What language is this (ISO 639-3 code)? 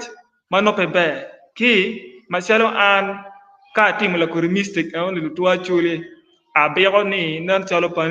ach